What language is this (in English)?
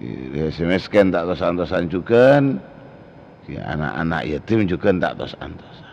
Madurese